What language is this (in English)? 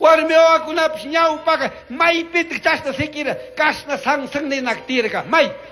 Chimborazo Highland Quichua